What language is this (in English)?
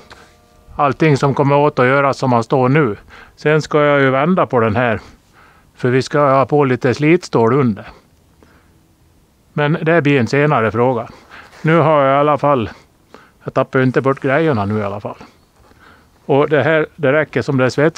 Swedish